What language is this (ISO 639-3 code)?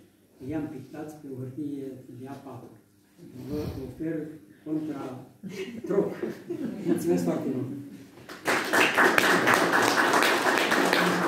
ron